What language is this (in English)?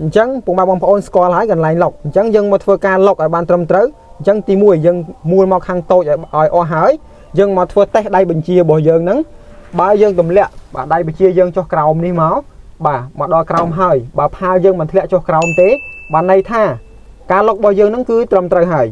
Khmer